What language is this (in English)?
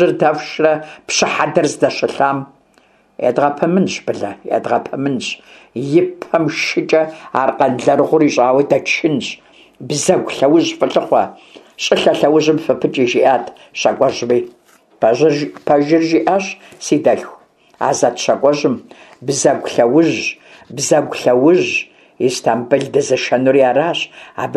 Kabardian